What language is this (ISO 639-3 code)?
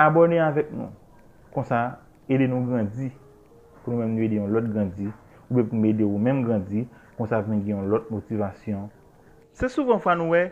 hat